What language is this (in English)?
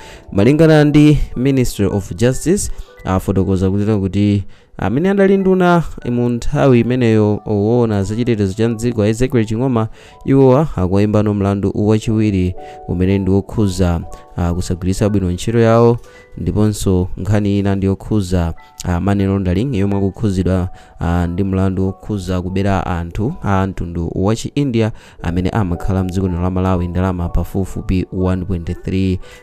Nyanja